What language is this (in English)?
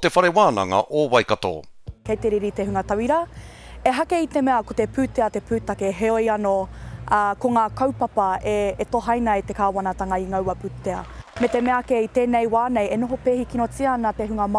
Māori